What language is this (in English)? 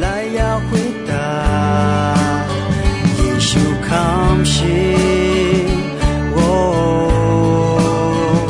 Akha